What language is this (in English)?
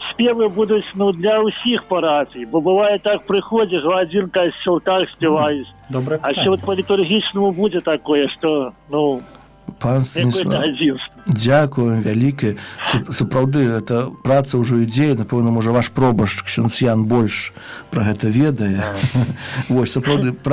Belarusian